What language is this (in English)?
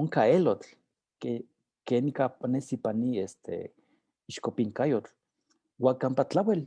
Eastern Huasteca Nahuatl